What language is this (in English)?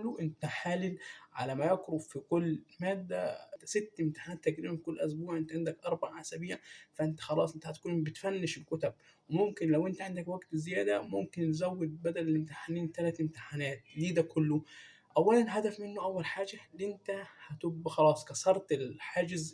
Egyptian Arabic